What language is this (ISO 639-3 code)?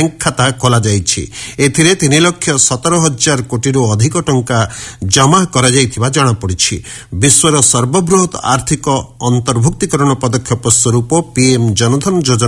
ori